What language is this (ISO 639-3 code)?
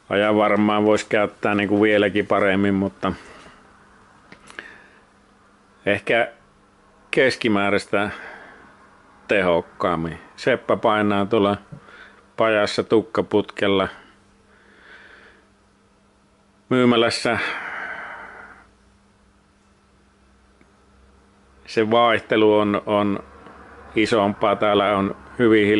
fin